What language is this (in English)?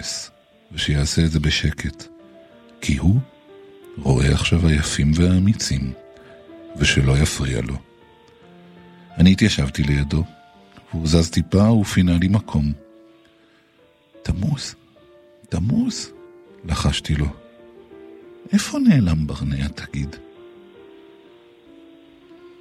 Hebrew